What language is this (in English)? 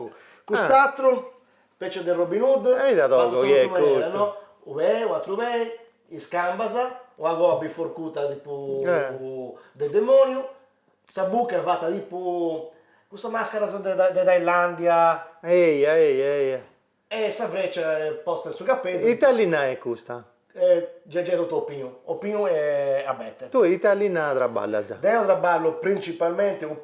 Sardinian